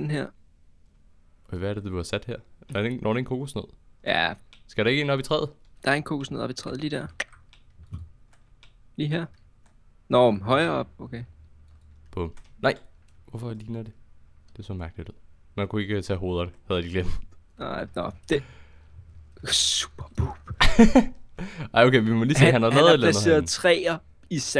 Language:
Danish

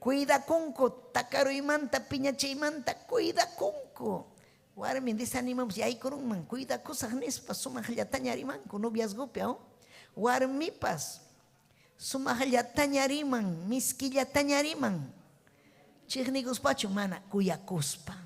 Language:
Ayacucho Quechua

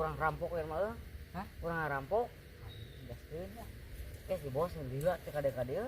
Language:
Sundanese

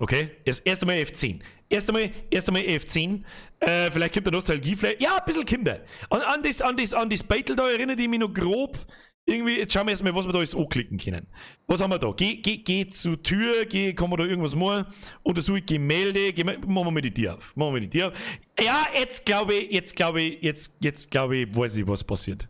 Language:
Bavarian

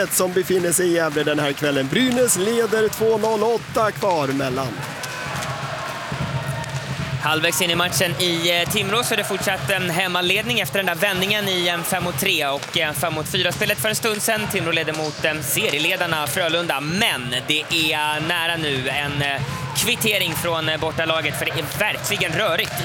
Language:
Swedish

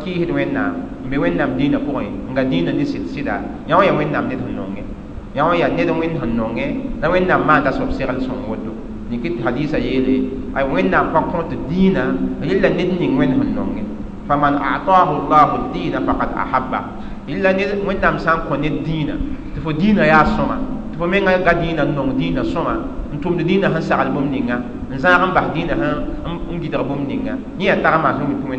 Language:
Mossi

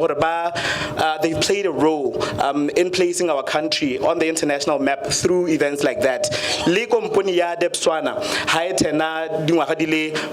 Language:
Tswana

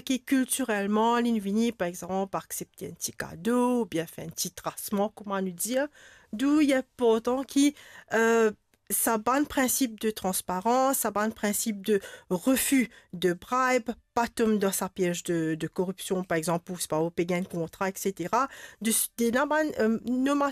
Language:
Morisyen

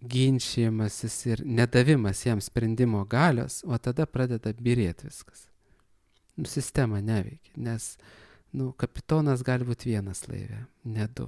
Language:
Lithuanian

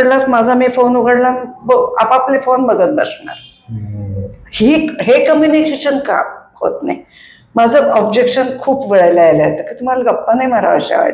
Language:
Marathi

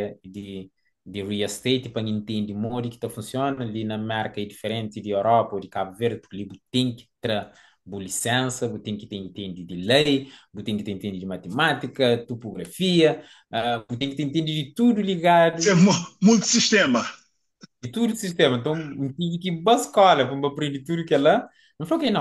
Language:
Kabuverdianu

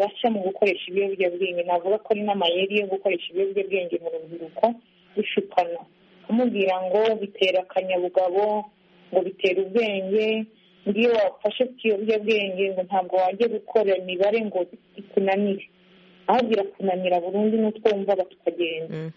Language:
Kinyarwanda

